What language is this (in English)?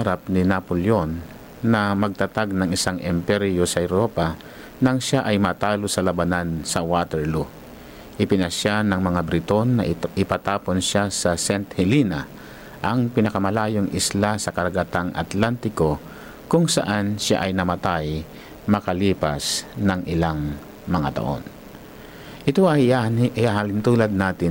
Filipino